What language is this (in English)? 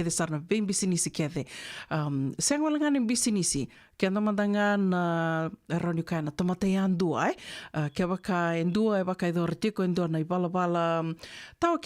Fijian